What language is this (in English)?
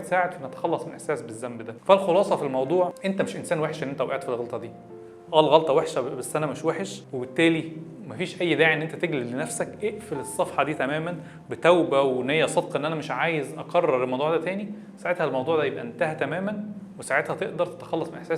Egyptian Arabic